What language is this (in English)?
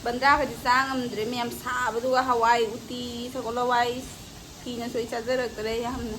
Manipuri